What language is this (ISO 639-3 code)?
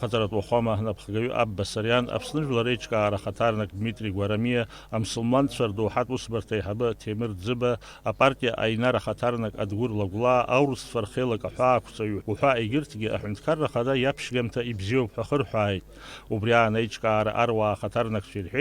abk